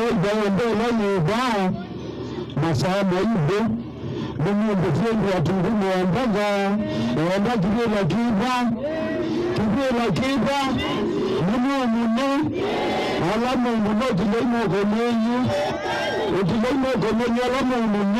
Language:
Kamba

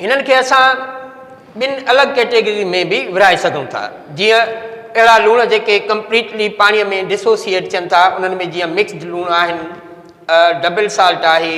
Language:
Sindhi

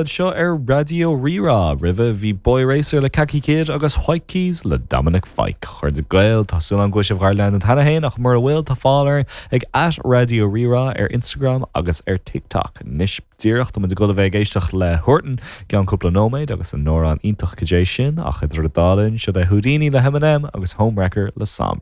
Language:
Irish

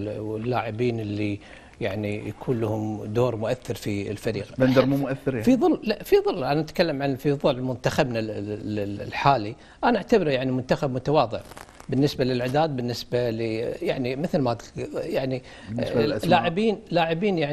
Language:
Gulf Arabic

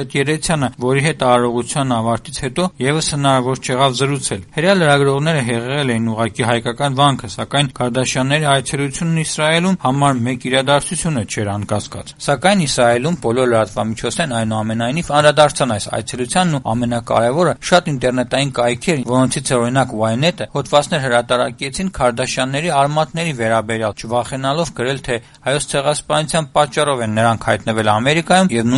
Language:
Armenian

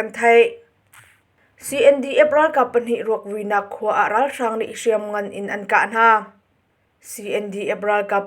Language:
Hakha Chin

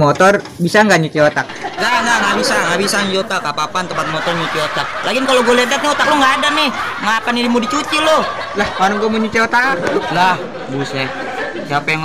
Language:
Betawi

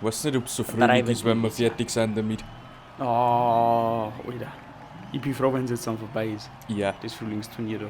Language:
Bavarian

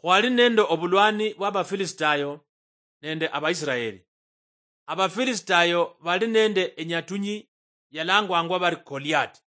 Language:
Luyia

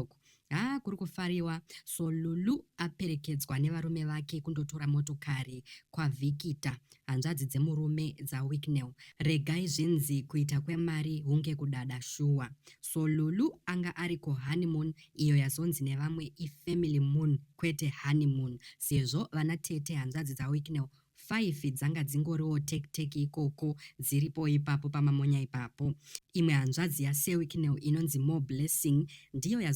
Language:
Shona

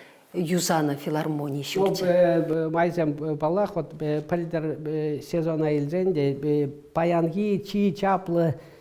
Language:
Chuvash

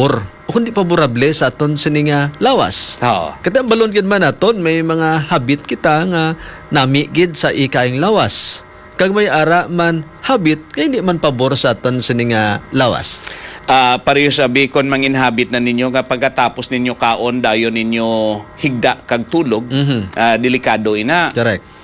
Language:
Hiligaynon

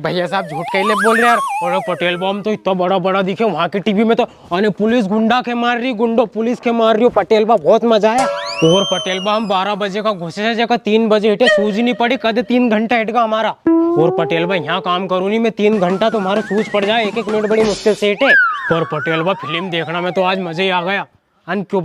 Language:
Rajasthani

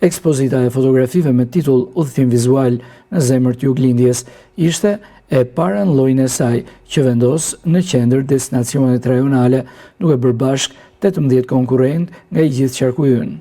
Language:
Albanian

